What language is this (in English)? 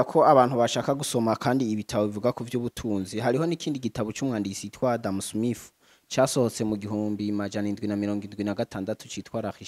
Rundi